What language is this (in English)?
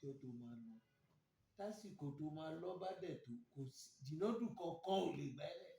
Yoruba